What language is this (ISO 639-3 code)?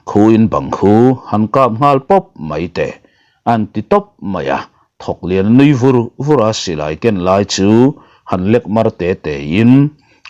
lus